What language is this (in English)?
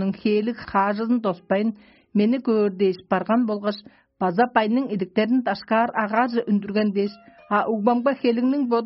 Tuvinian